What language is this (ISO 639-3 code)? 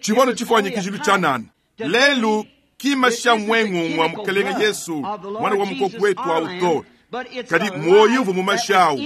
lua